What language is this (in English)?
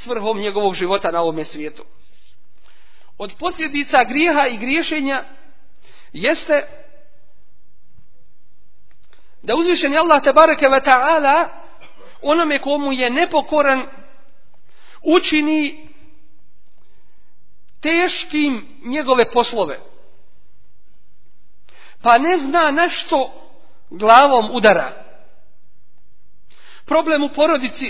Bosnian